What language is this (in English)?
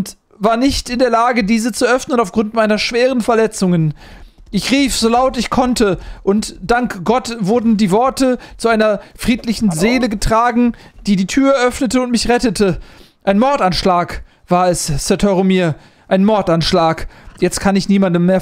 German